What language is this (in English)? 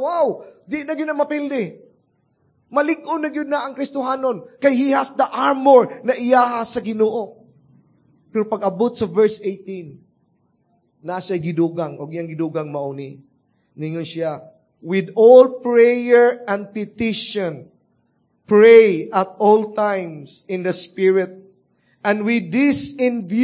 Cebuano